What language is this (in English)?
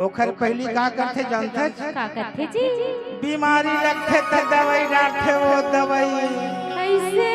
Chhattisgarhi